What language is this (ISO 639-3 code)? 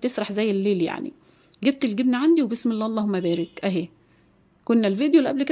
arz